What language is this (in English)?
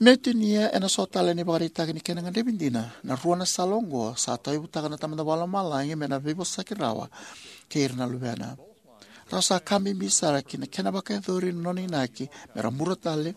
Fijian